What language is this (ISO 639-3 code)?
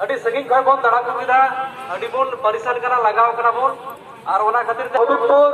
sat